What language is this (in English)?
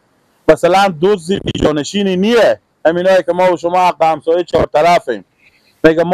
Persian